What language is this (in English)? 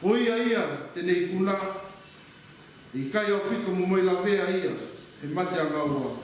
Tongan